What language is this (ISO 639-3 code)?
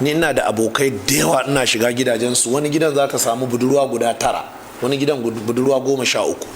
hau